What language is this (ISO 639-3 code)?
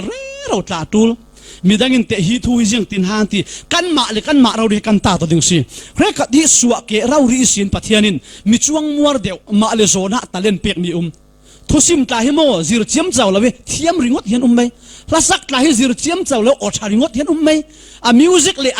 cfm